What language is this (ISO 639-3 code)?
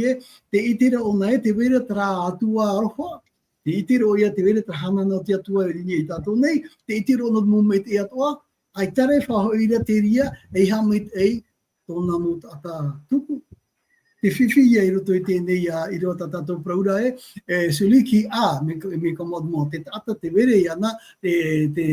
tah